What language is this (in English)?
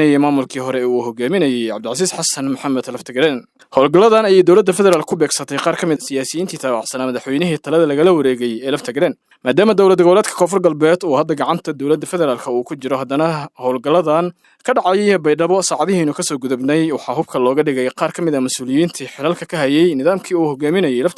Somali